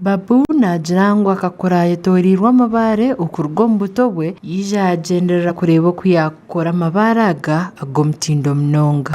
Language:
Nyankole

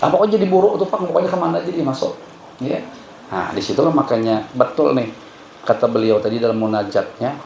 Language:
Banjar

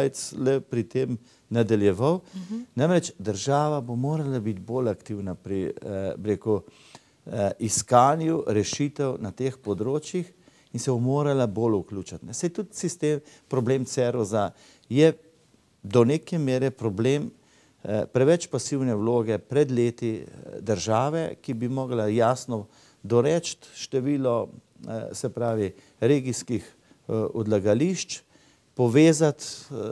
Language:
Slovenian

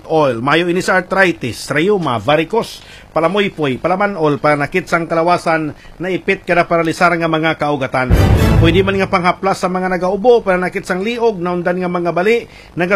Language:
Hiligaynon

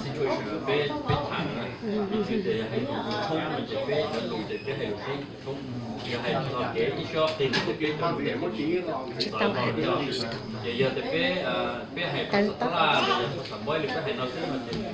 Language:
Hmong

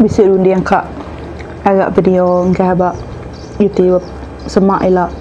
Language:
Iban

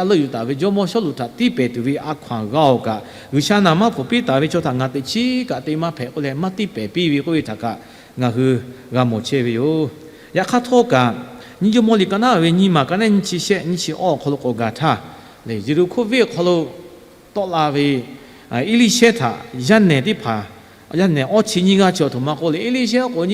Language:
Lahu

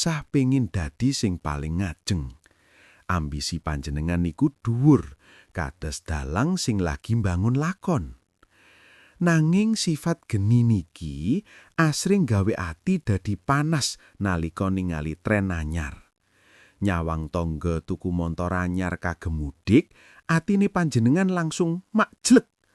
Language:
Javanese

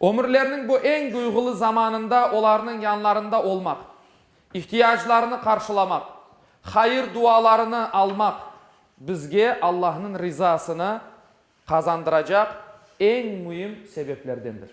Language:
Crimean Tatar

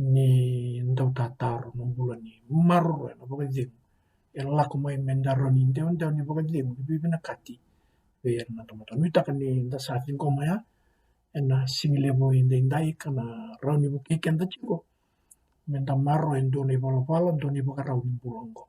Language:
Fijian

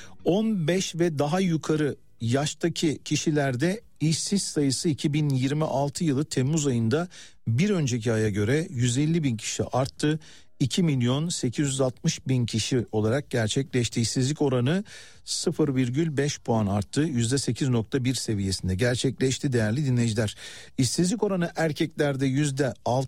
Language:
Turkish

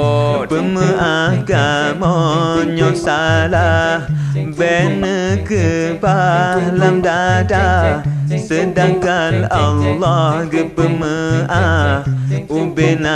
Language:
Achinese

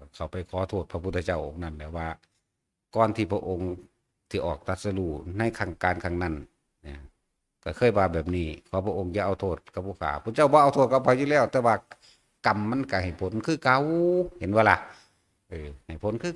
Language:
Northeastern Thai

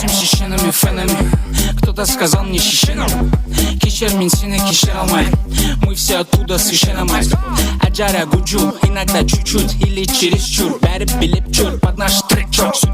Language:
Kara-Kalpak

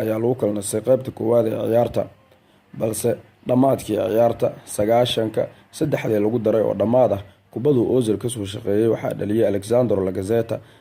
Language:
Somali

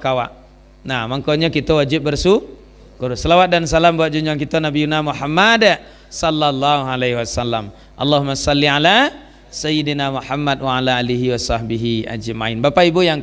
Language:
Minangkabau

